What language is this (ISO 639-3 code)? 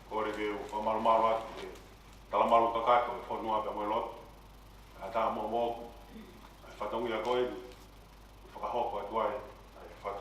ton